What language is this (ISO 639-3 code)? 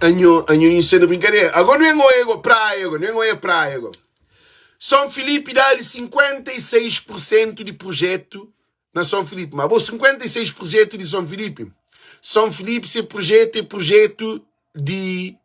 kea